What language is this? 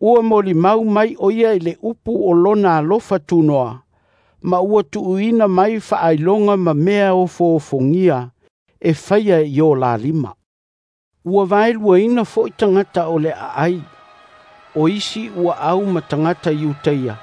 Samoan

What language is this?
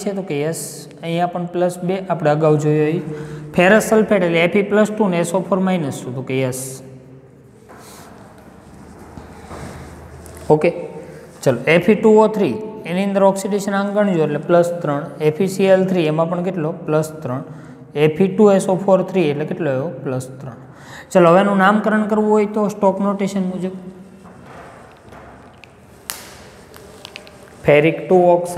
Gujarati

